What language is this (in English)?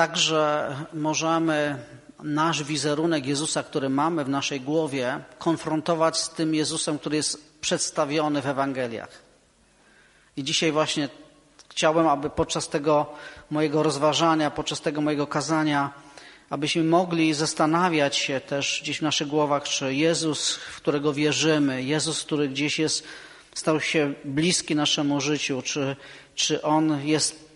Polish